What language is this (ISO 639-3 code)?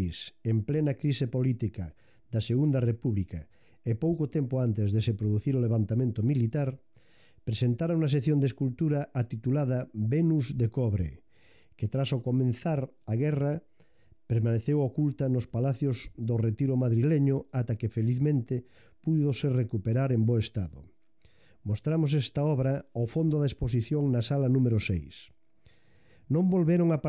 glg